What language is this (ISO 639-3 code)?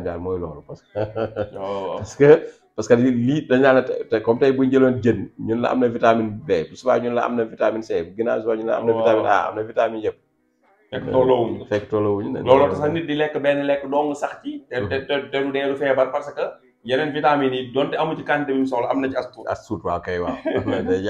wol